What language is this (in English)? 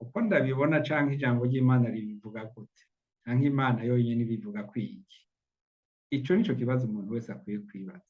Rundi